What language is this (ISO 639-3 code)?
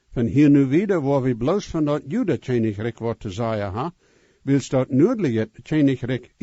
pdt